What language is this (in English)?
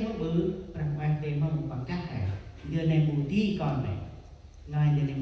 Central Mnong